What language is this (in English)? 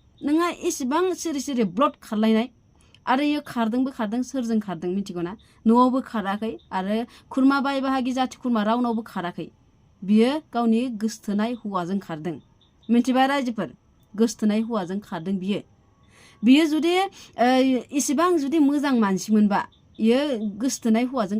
Bodo